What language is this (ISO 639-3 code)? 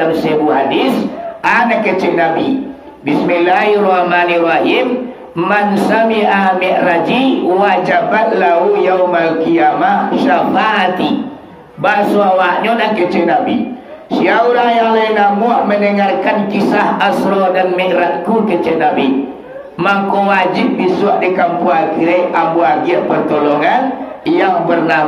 min